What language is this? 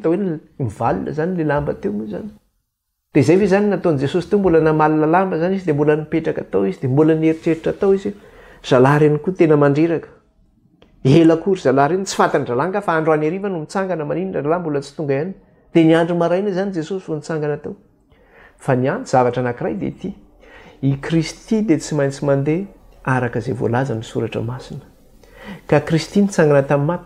Malagasy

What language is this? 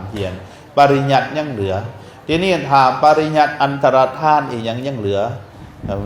Lao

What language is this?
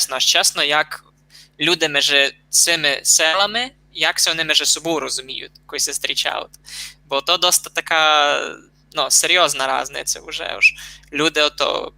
Rusyn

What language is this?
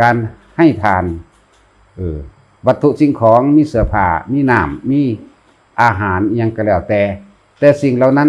Northeastern Thai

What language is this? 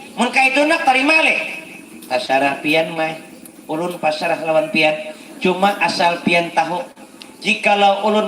Banjar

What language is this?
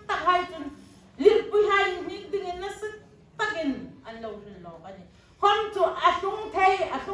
Hmar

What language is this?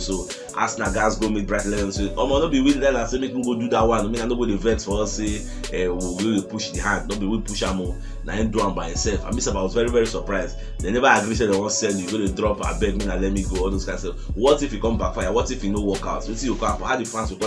Nigerian Pidgin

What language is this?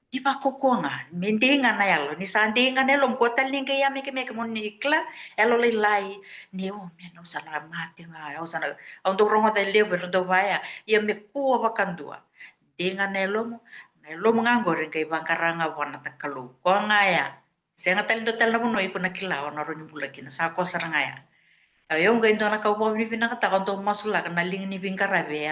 Fijian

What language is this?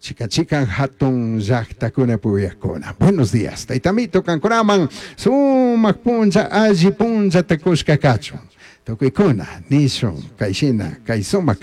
Chimborazo Highland Quichua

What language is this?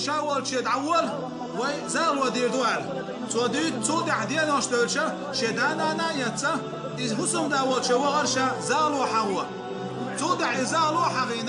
Chechen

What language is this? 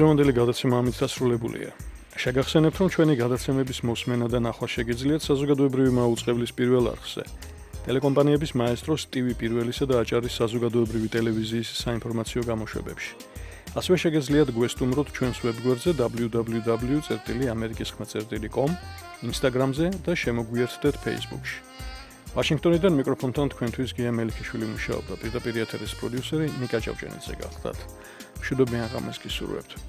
Georgian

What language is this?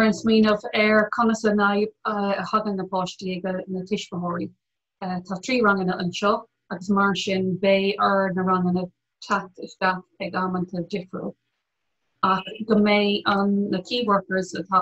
Irish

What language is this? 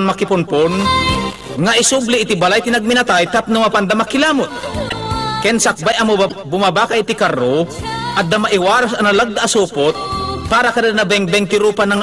Iloko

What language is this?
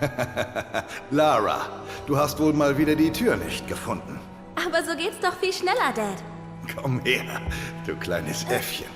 Swiss German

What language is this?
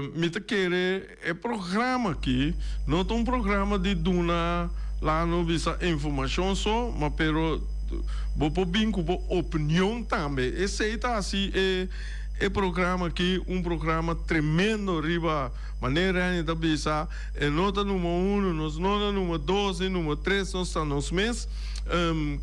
Papiamento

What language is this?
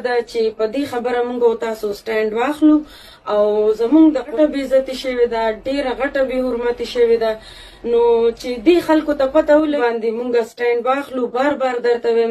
Pashto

